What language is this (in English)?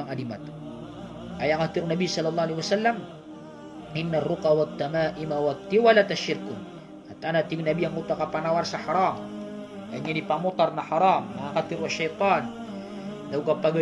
Maranao